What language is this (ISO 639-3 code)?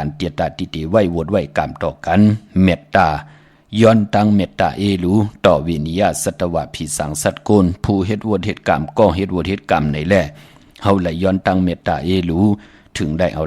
shn